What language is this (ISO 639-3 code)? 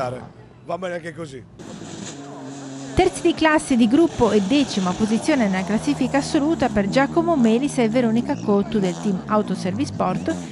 ita